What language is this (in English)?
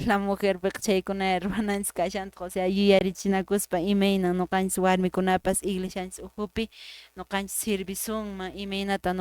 Quechua